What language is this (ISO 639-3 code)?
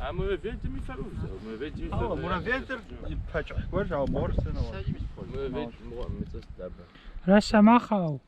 kbd